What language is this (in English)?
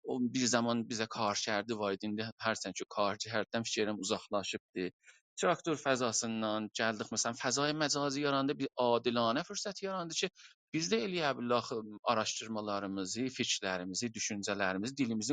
South Azerbaijani